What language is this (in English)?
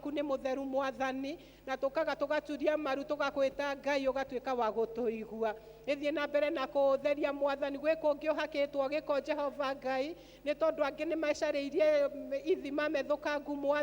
Kikuyu